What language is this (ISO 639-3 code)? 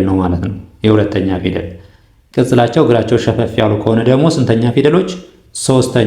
amh